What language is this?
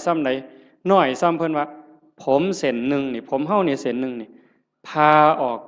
Northeastern Thai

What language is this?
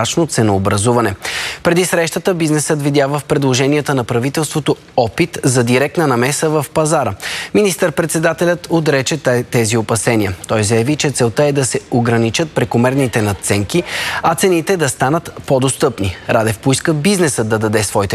Bulgarian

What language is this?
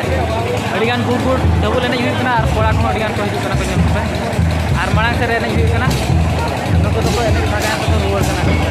Santali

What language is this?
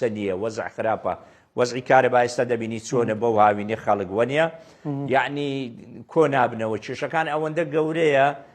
Central Kurdish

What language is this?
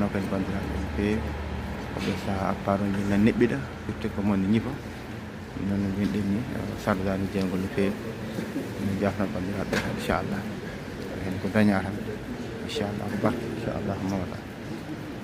Fula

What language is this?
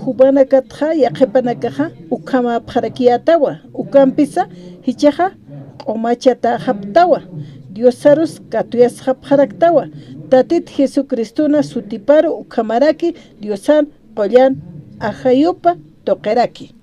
Aymara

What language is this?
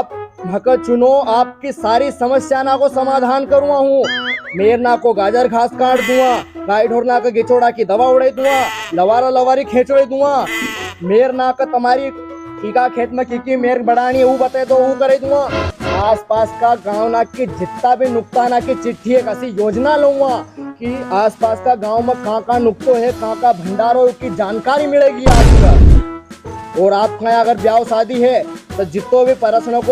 Rajasthani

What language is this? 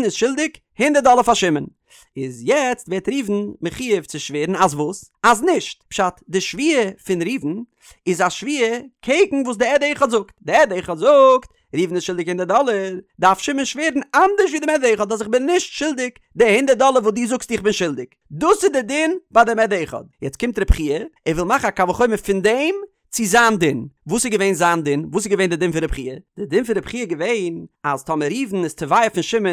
Yiddish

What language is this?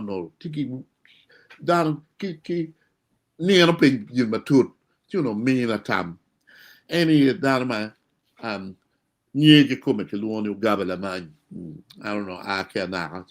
Acoli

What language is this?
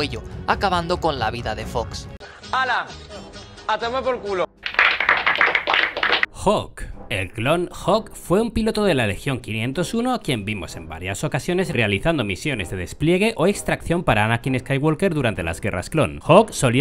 Spanish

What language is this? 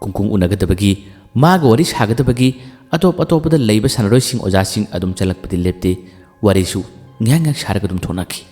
Manipuri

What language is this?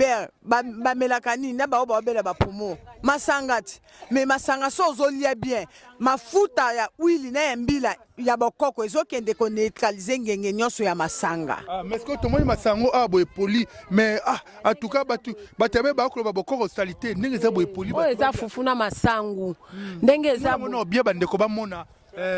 Lingala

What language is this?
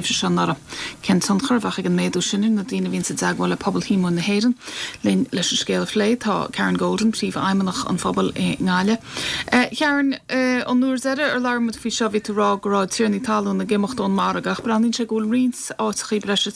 Irish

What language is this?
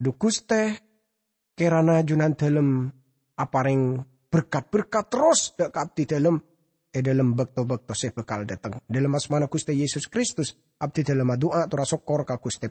Madurese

